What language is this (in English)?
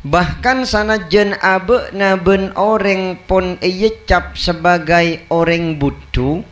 Madurese